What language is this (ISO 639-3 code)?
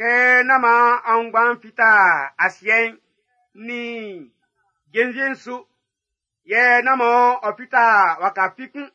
bci